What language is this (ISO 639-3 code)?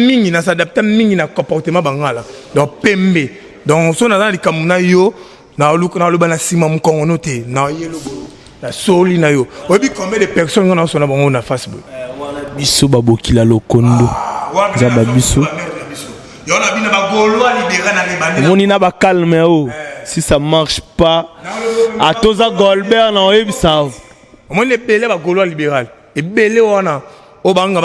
lin